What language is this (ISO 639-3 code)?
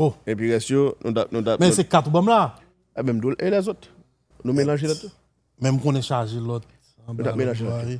hat